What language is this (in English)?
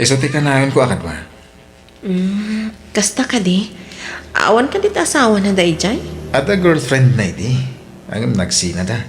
Iloko